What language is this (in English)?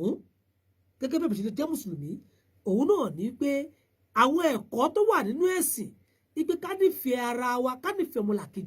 Yoruba